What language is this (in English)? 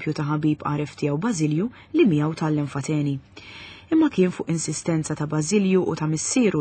Maltese